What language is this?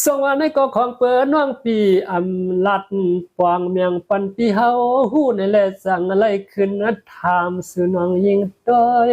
Shan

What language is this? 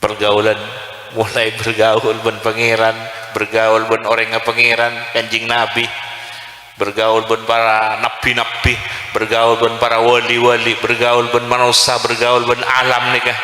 Madurese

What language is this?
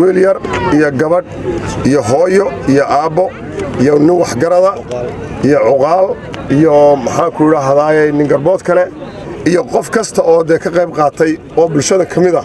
Somali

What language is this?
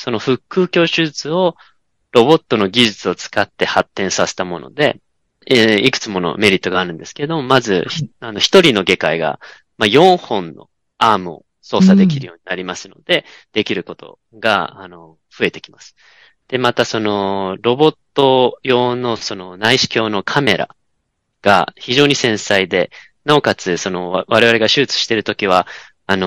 Japanese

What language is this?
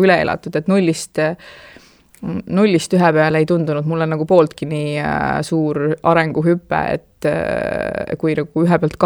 Estonian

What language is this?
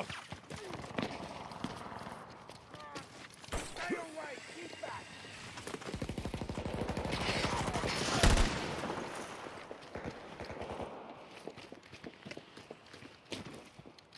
English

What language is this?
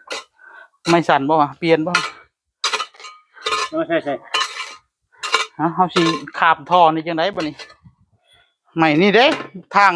Northeastern Thai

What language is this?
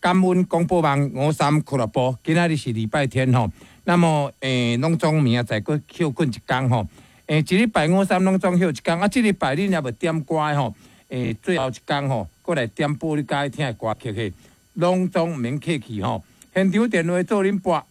Min Nan Chinese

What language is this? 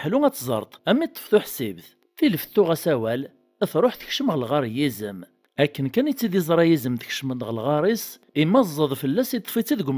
Kabyle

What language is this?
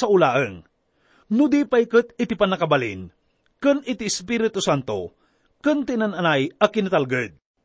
Iloko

